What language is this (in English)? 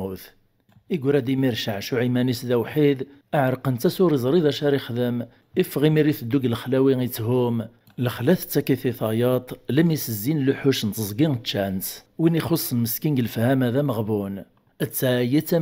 Kabyle